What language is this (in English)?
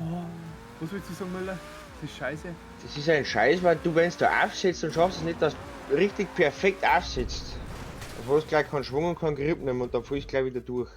Bavarian